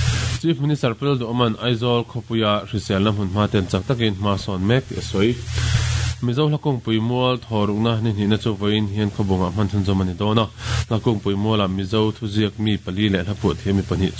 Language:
Mizo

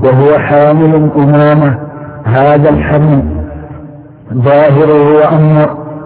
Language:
Arabic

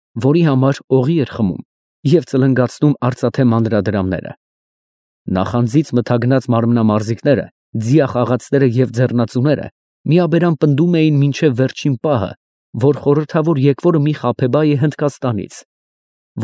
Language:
Armenian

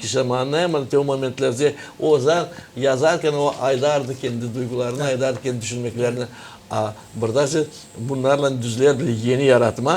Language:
Gagauz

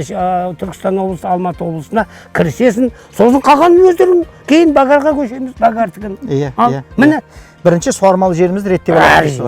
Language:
Kazakh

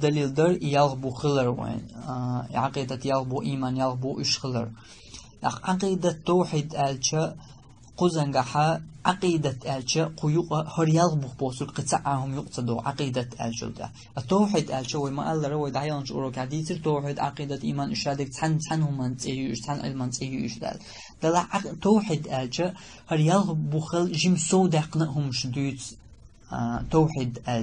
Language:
Chechen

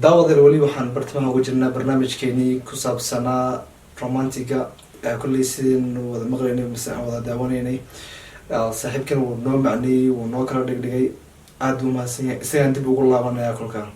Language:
Somali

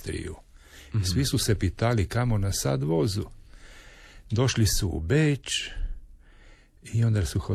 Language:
Croatian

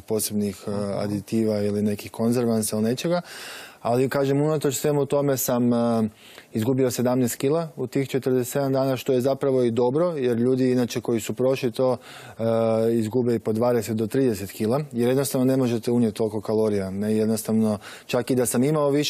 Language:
Croatian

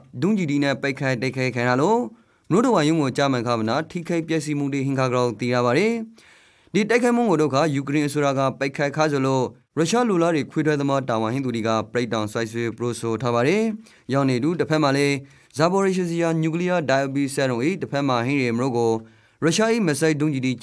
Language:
Rakhine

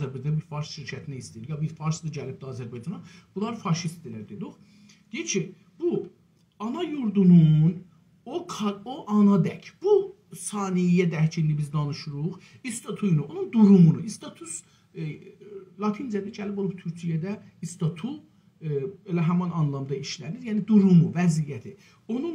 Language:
South Azerbaijani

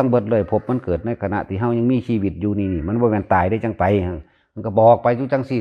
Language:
Northeastern Thai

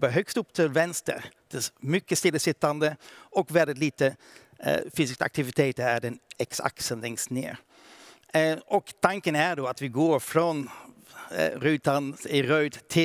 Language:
Swedish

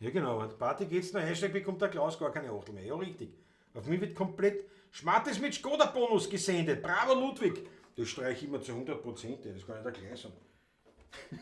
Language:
Bavarian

